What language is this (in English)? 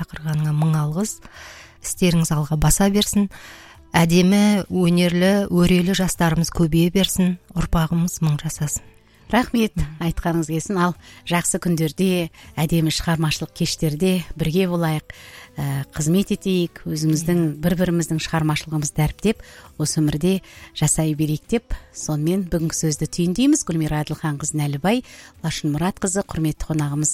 Kazakh